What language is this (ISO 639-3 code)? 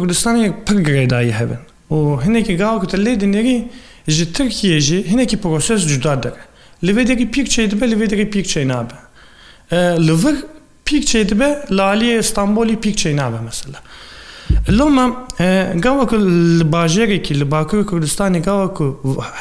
kur